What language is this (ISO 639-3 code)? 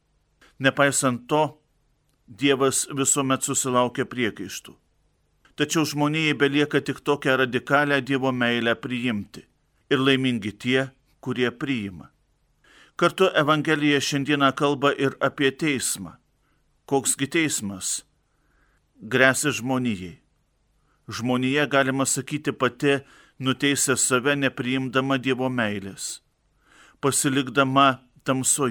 lit